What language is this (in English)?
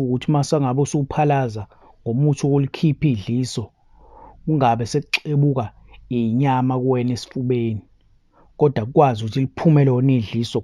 Zulu